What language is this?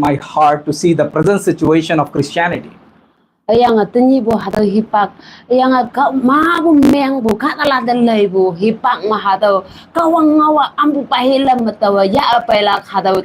Konyak Naga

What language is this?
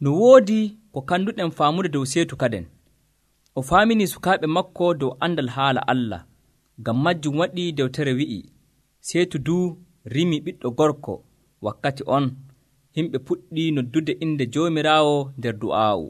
Nigerian Fulfulde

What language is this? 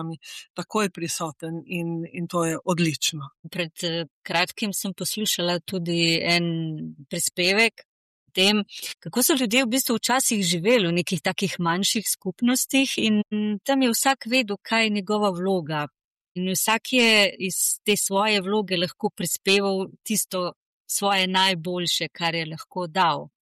Slovenian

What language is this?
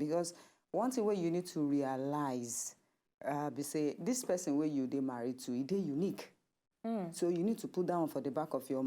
Nigerian Pidgin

